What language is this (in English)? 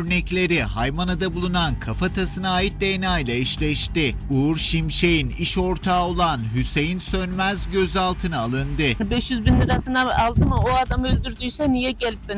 Turkish